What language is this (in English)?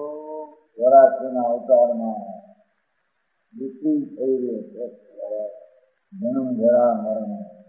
Gujarati